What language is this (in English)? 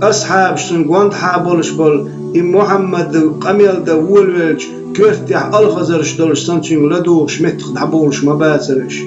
Chechen